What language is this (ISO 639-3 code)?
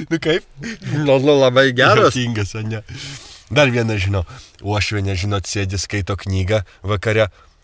lit